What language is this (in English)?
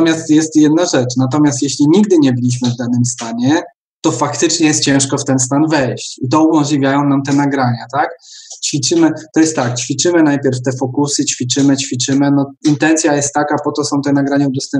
Polish